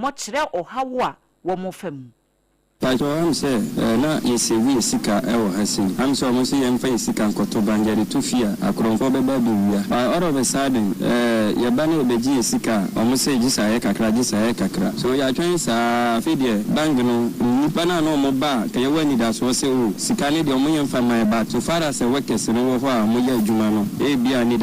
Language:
Akan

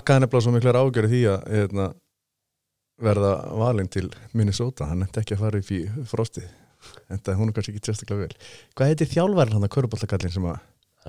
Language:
Icelandic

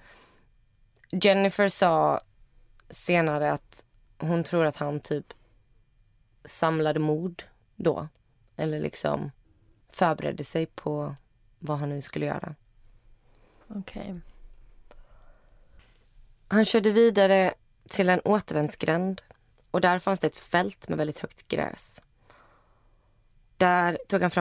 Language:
Swedish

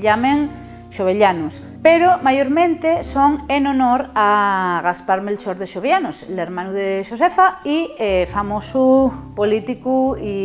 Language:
Asturian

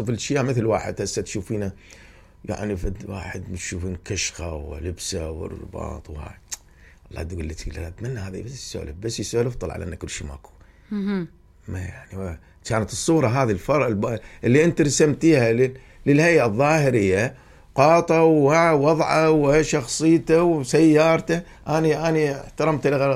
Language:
Mesopotamian Arabic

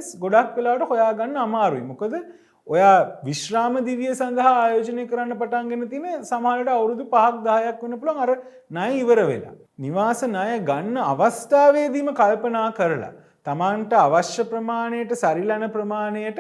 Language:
Sinhala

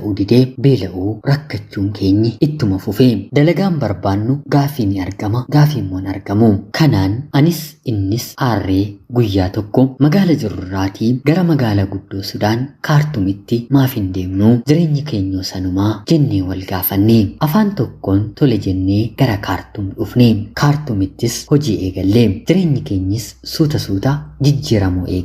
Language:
Oromo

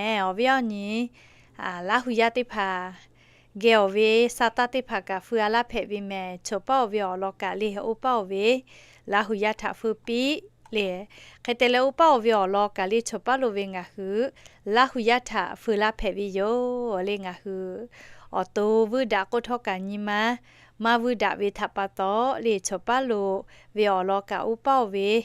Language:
Lahu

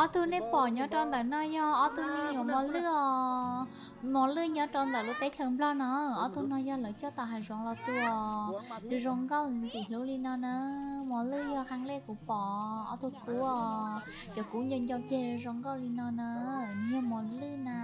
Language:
Hmong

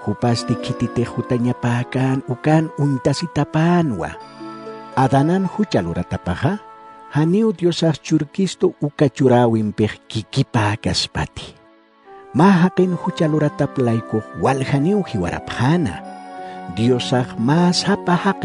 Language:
Aymara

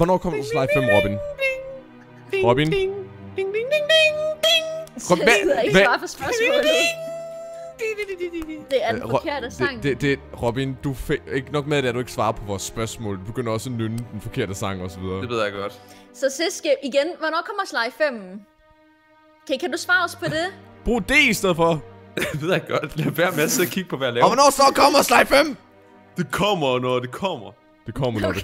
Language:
Danish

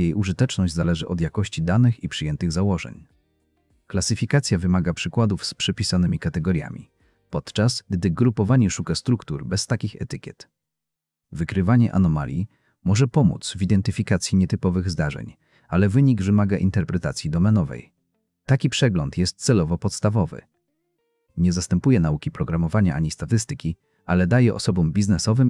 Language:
Polish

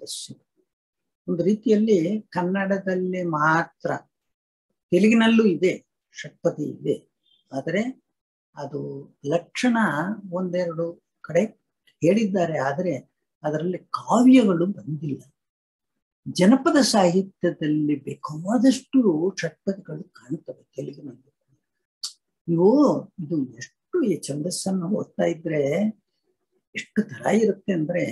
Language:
Kannada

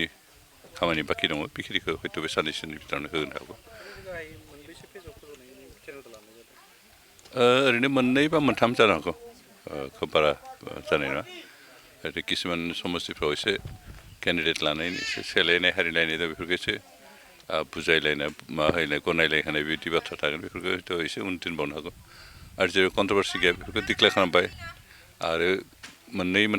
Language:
Bodo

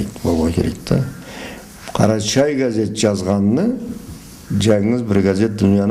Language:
Karachay-Balkar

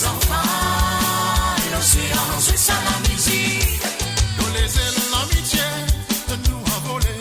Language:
Morisyen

